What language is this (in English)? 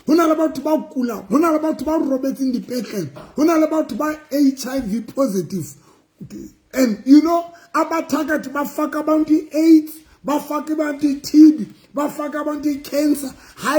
Southern Sotho